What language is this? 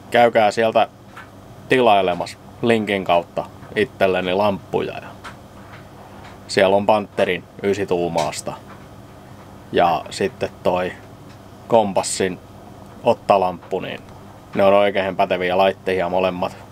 Finnish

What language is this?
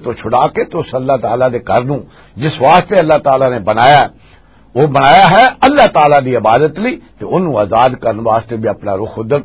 Western Panjabi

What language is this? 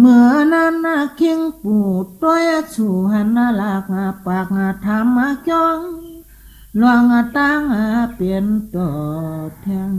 Shan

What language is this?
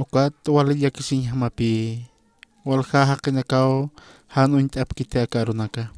Aymara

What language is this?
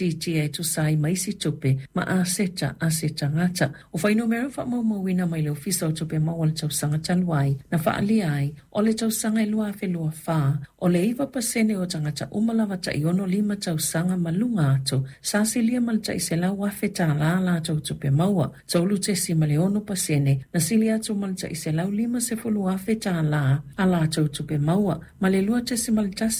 Samoan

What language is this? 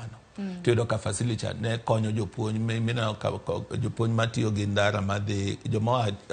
Luo (Kenya and Tanzania)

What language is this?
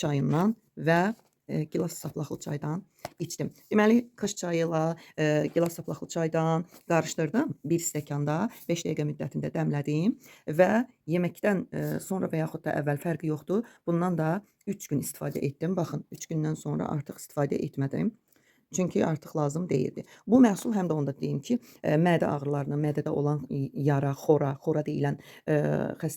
Azerbaijani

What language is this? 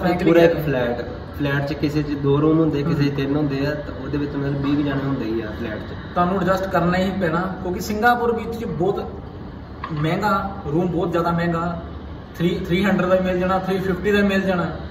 Punjabi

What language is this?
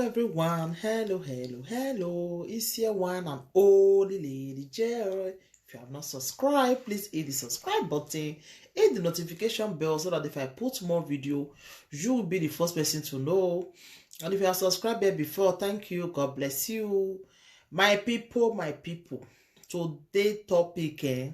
Nigerian Pidgin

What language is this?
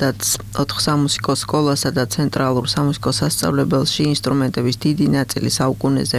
Georgian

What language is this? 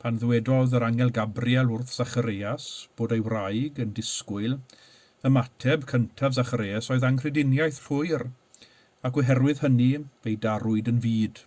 Welsh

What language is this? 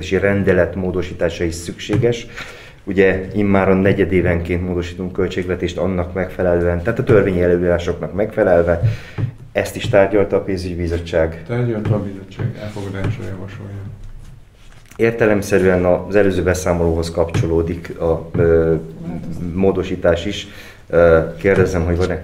Hungarian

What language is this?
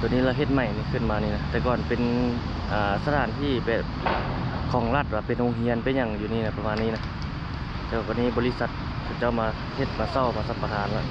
Lao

